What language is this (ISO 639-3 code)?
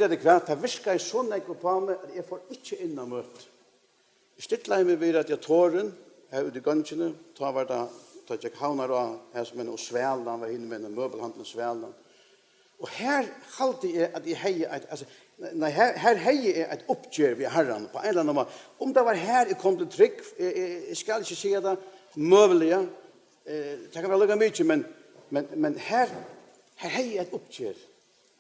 fao